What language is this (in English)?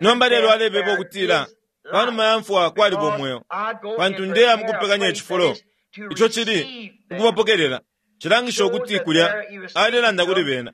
Bemba